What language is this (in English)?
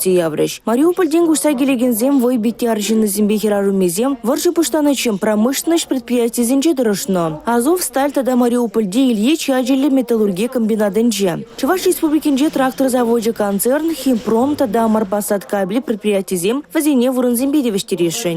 Chuvash